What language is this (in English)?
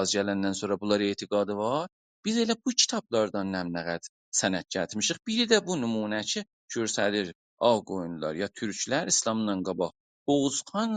South Azerbaijani